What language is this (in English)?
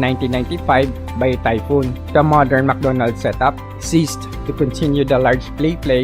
Hiligaynon